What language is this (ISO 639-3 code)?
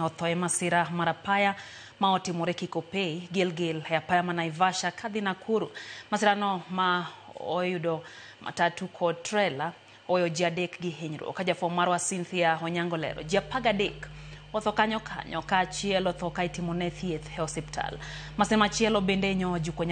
luo